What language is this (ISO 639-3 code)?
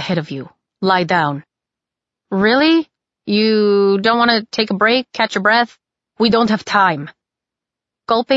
eng